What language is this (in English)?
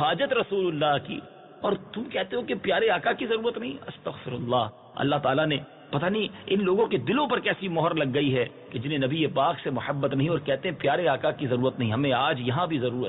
Urdu